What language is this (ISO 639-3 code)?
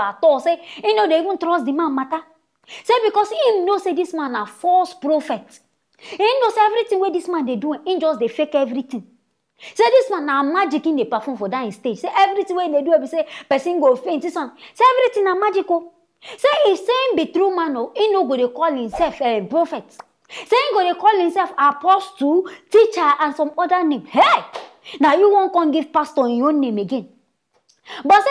pcm